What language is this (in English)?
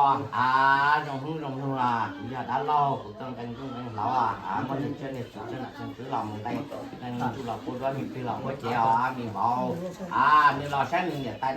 Hmong